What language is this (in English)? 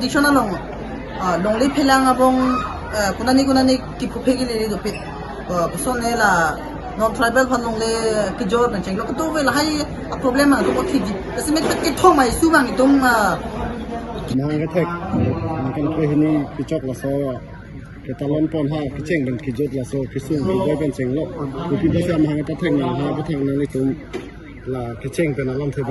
Karbi